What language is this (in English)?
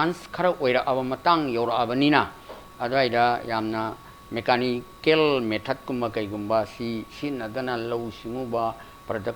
Manipuri